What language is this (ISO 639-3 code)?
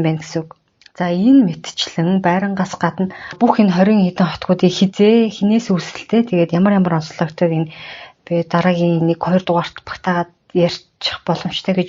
mon